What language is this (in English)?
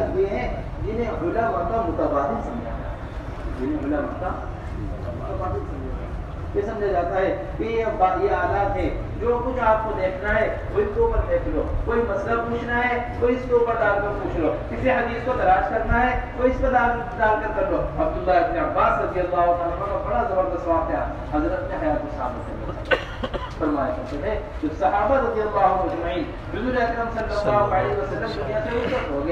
Urdu